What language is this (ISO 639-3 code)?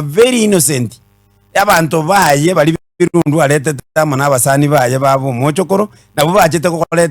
guz